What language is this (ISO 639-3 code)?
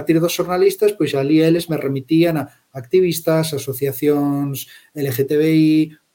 glg